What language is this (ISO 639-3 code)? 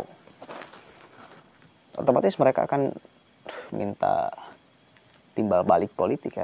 ind